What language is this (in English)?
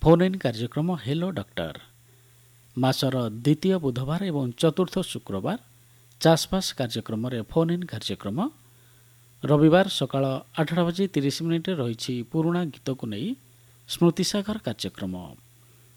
Odia